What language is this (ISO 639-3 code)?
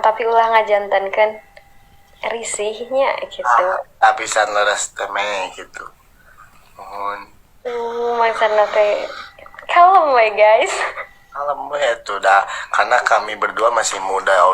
sun